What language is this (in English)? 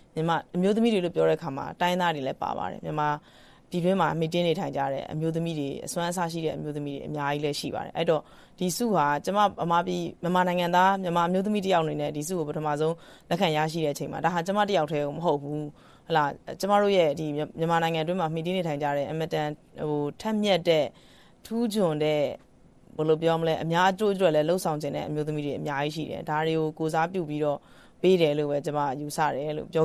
Burmese